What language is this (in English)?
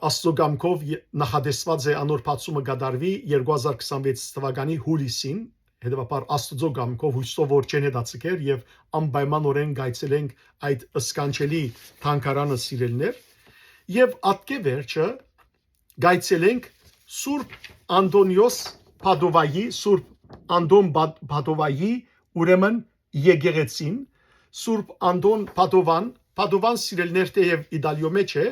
Western Armenian